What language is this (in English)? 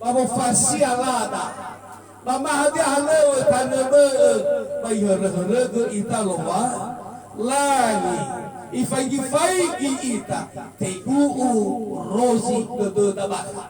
Nias